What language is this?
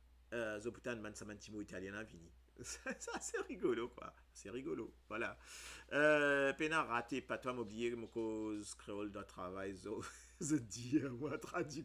Morisyen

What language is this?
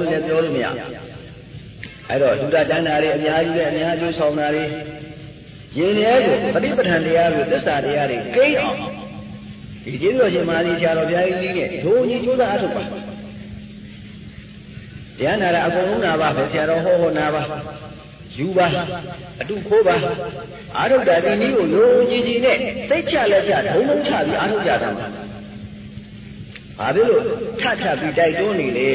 Burmese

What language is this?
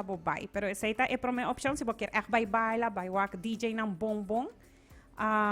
Papiamento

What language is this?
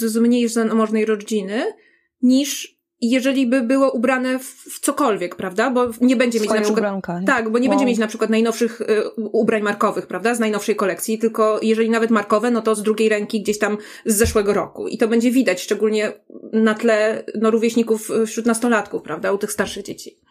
Polish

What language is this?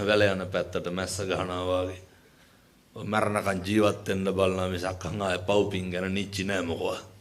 Sinhala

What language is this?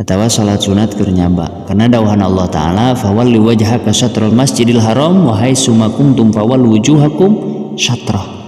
Sundanese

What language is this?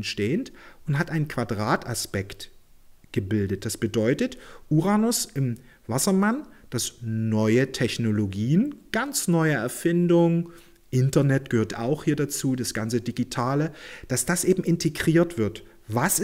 German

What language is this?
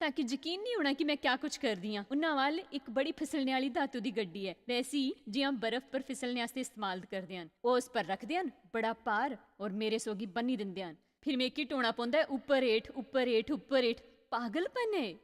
Dogri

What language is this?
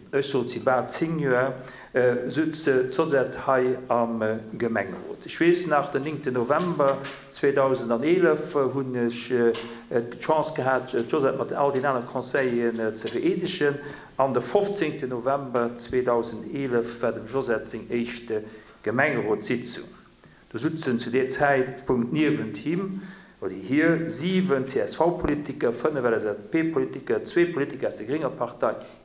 Luxembourgish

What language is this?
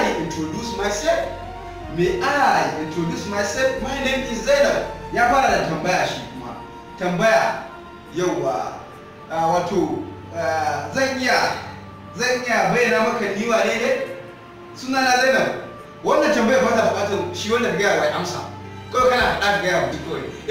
Hausa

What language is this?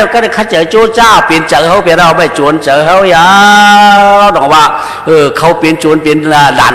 Shan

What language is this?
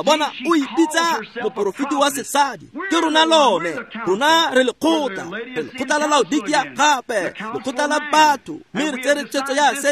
Tswana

